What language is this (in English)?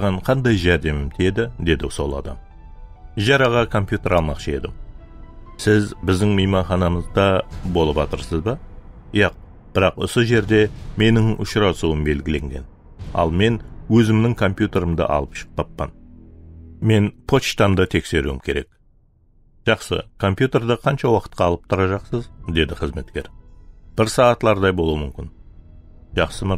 Kara-Kalpak